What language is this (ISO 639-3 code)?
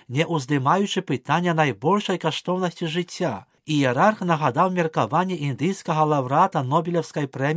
bel